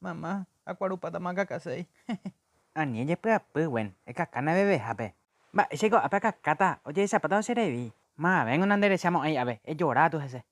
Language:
Guarani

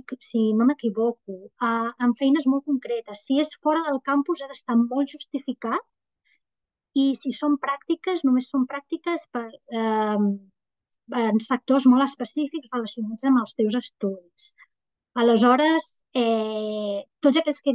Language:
Catalan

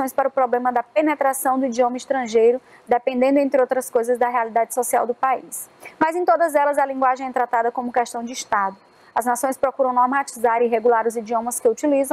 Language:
Portuguese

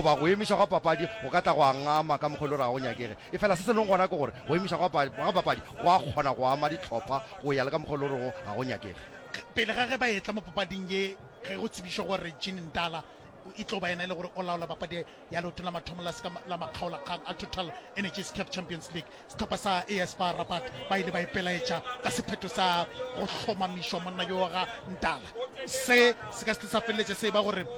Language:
Northern Sotho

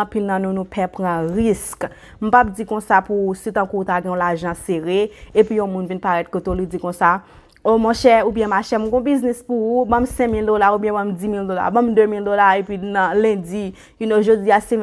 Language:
Haitian Creole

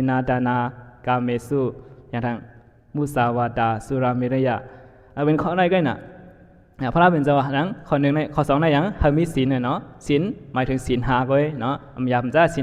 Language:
Shan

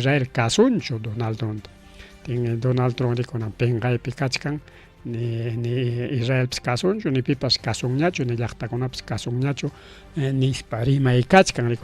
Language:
Ayacucho Quechua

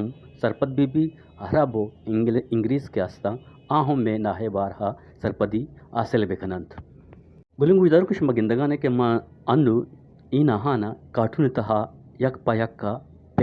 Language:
Eastern Balochi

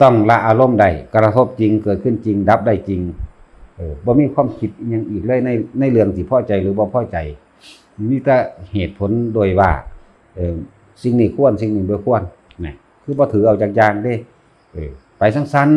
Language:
Northeastern Thai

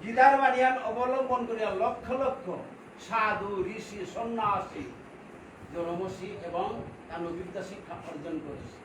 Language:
Bishnupriya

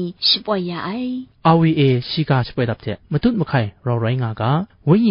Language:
Kachin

